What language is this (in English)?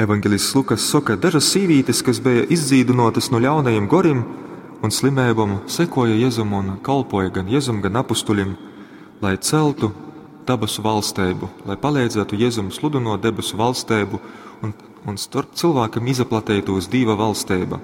Latgalian